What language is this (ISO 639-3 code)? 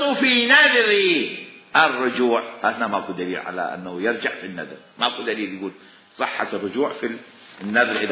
acm